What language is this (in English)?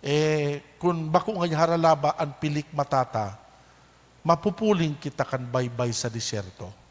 Bikol